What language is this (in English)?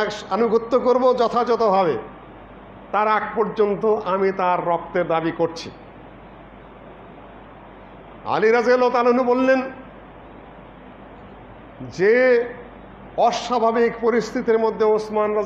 Bangla